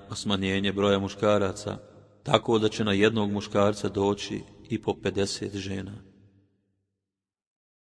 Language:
Bosnian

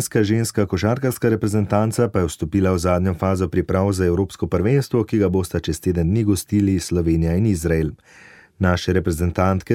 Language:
Slovenian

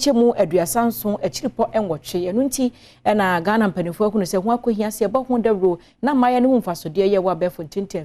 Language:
Akan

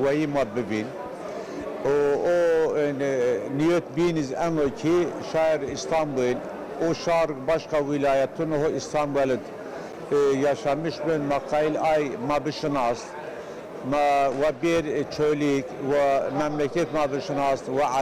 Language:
Zaza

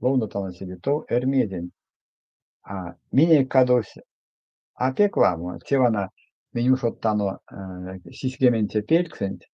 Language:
Erzya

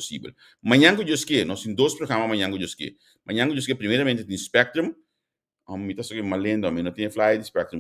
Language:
Papiamento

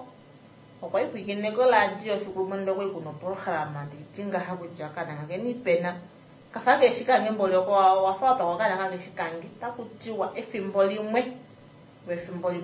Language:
Kuanyama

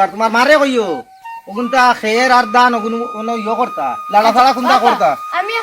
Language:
Sylheti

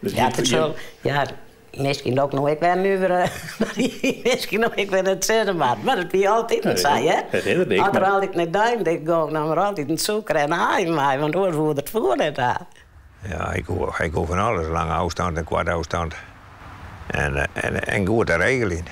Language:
Western Frisian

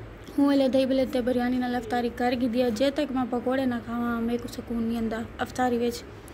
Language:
Saraiki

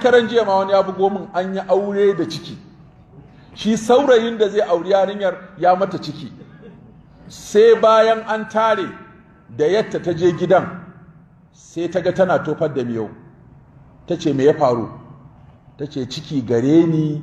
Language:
Hausa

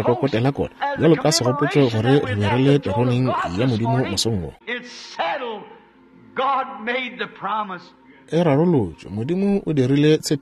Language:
Northern Sotho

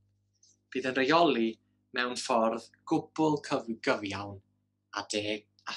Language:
Welsh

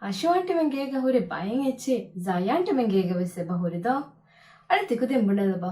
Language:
Divehi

